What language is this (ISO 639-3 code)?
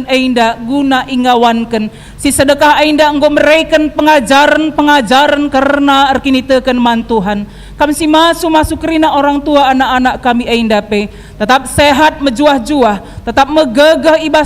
btx